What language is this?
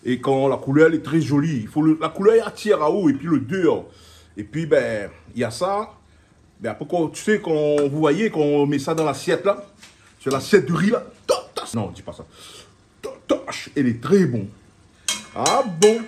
Réunion Creole French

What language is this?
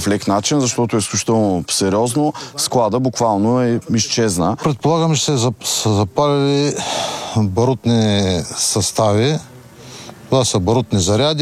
Bulgarian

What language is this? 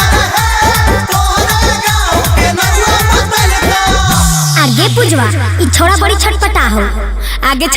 Magahi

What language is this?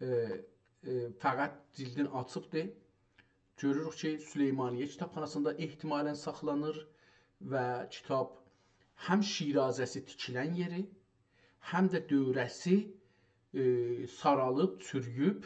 South Azerbaijani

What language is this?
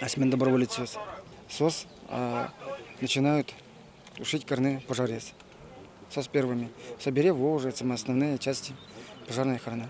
Udmurt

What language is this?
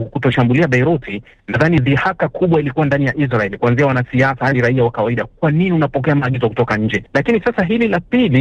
Swahili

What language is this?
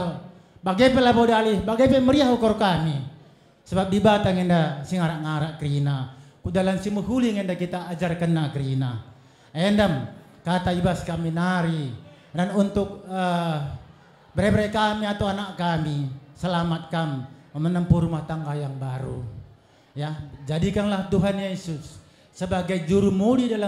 Batak Karo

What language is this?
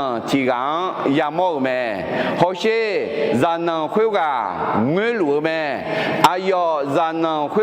Akha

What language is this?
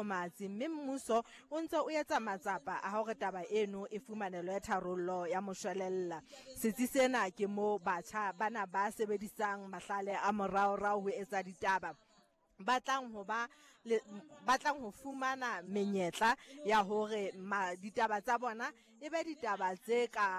Southern Sotho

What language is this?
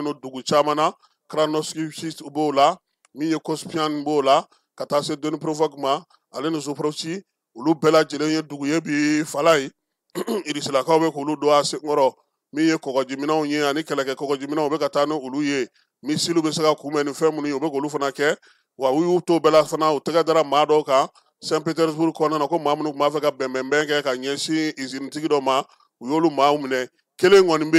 Bambara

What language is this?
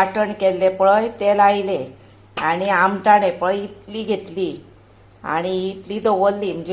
Konkani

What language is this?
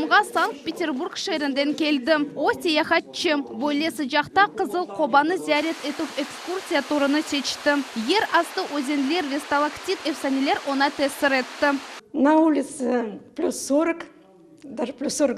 Crimean Tatar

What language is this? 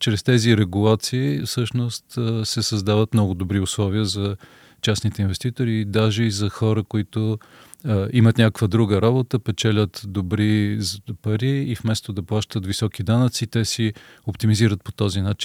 Bulgarian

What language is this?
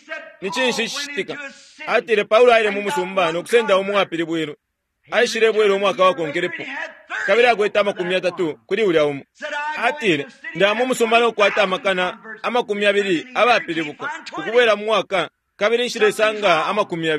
Bemba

